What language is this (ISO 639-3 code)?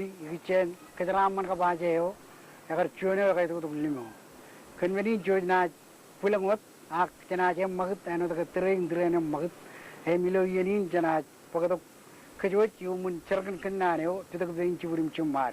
mah